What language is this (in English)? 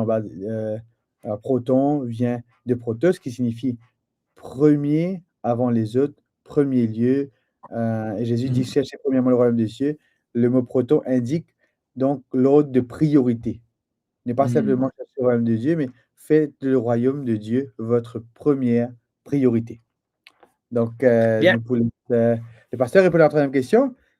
Morisyen